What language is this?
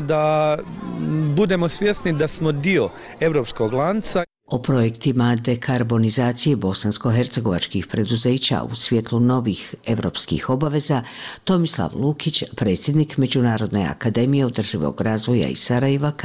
Bosnian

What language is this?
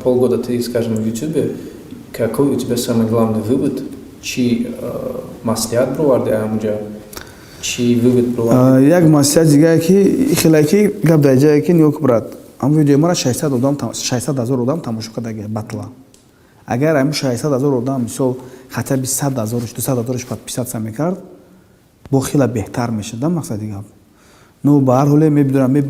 Tajik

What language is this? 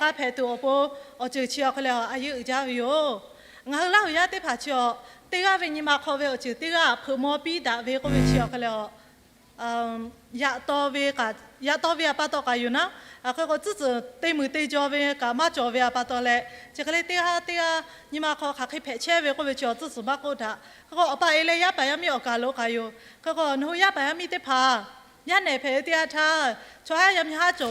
Lahu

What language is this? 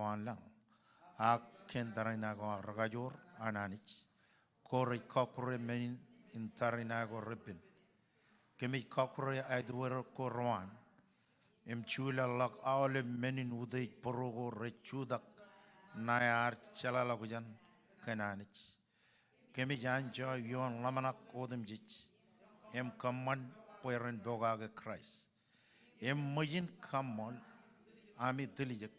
Marshallese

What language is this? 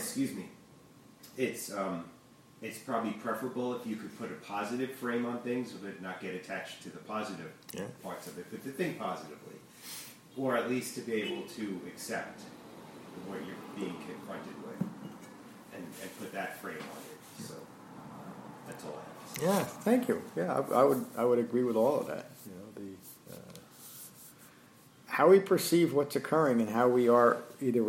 English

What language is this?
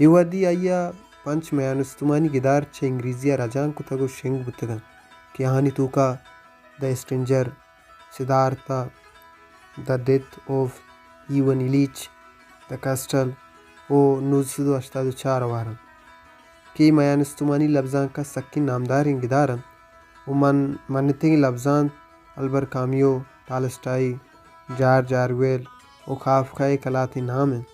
Baluchi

